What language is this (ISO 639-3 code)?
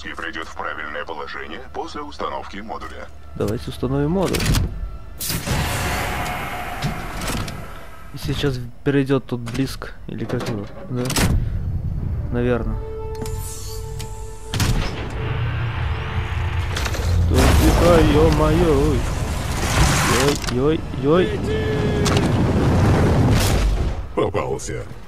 rus